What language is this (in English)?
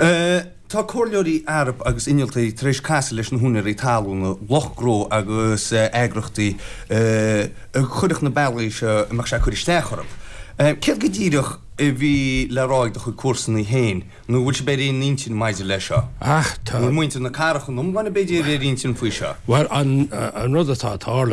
Irish